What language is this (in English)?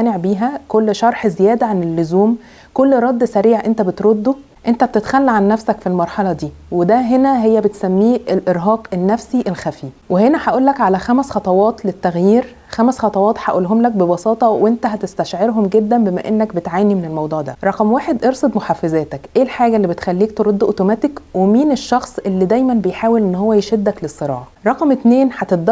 Egyptian Arabic